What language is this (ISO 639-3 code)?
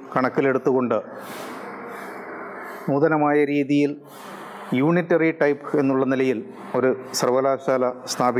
mal